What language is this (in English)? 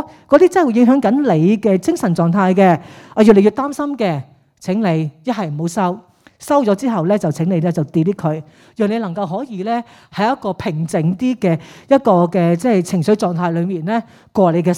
Cantonese